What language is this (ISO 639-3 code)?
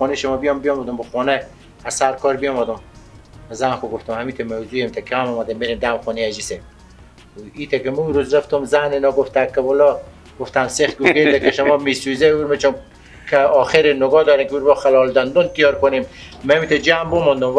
fas